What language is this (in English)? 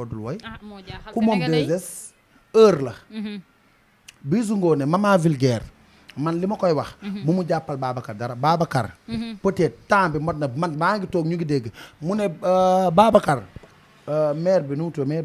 Wolof